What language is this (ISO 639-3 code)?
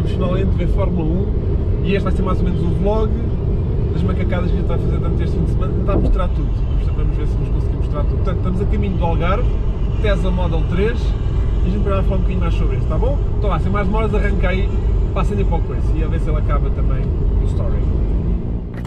por